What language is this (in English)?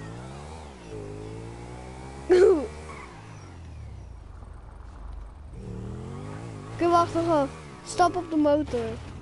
Dutch